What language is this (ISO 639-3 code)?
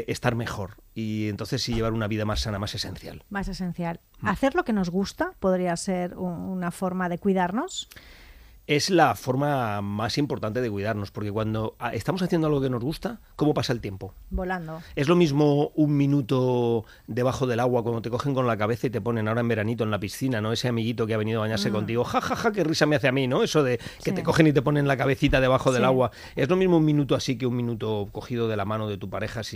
spa